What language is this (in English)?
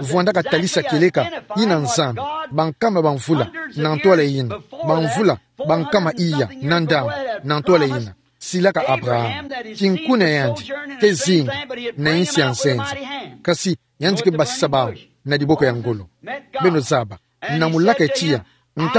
Kituba (Democratic Republic of Congo)